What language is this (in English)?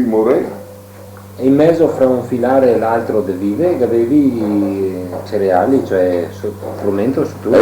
Venetian